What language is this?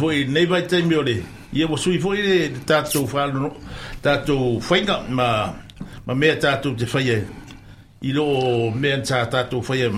Samoan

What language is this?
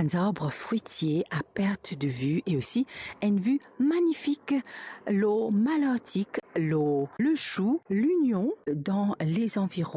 Morisyen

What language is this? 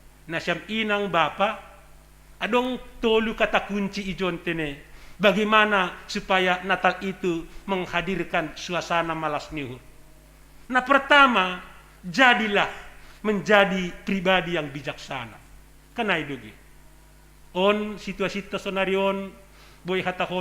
Batak Simalungun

